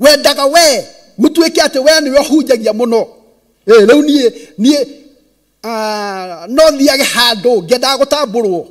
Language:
Kikuyu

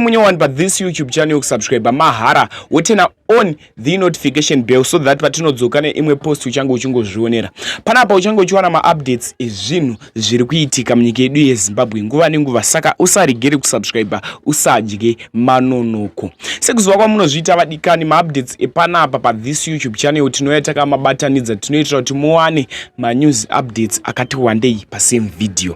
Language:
Shona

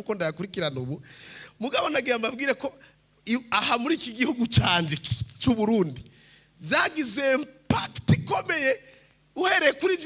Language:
Rundi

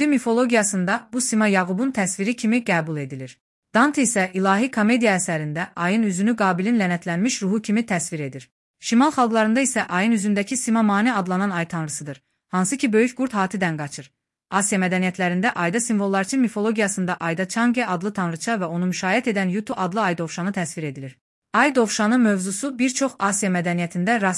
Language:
Azerbaijani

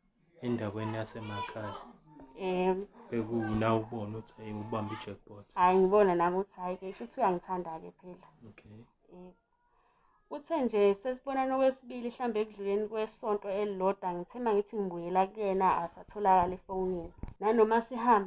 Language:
Zulu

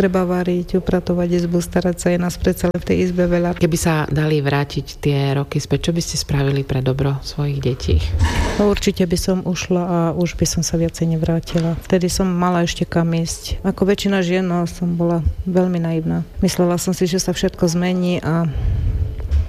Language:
Slovak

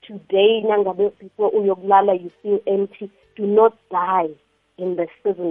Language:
South Ndebele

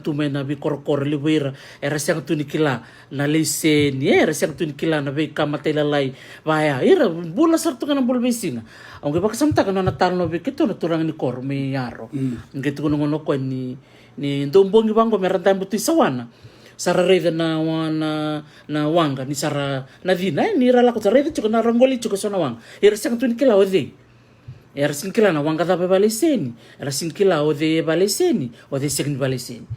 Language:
Fijian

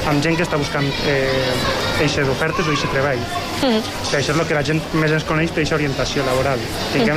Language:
Catalan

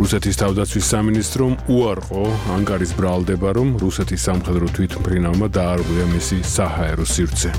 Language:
Georgian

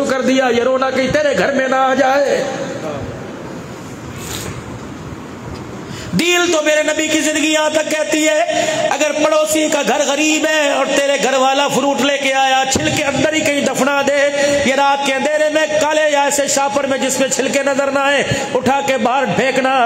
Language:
Urdu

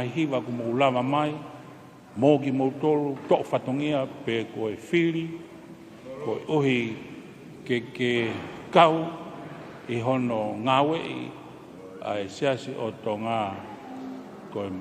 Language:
Tongan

